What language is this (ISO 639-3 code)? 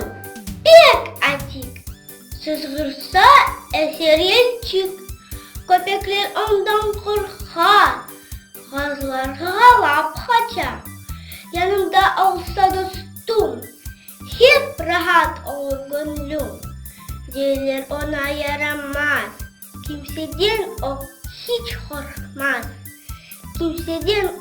crh